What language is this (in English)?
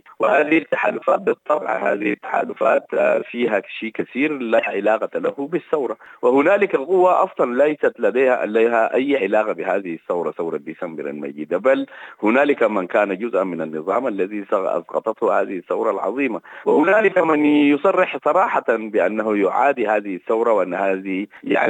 Sudanese Arabic